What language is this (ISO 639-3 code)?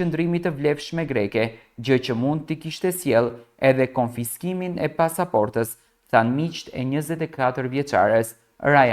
sqi